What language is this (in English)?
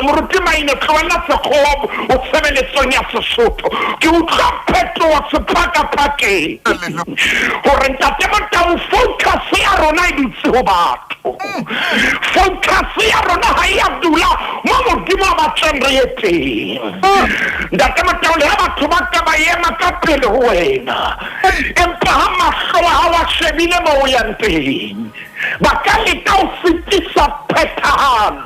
Southern Sotho